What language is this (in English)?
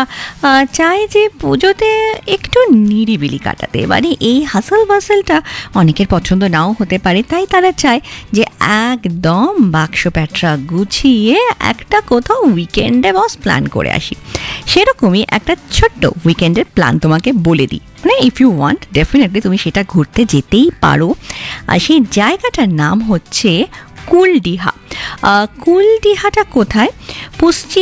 Bangla